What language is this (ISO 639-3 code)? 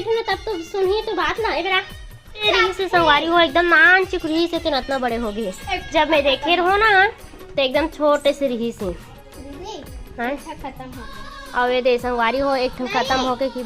hne